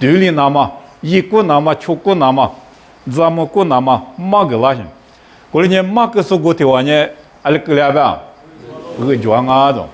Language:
Lisu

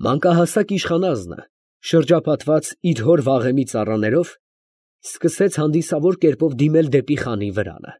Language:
Armenian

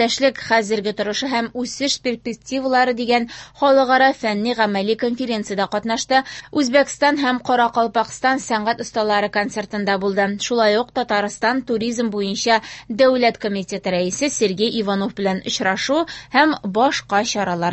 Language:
Tatar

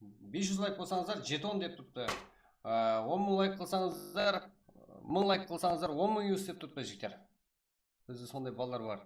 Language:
Kara-Kalpak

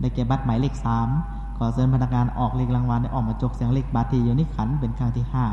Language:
Lao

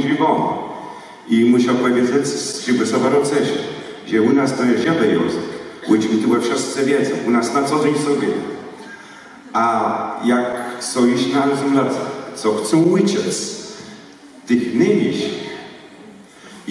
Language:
Polish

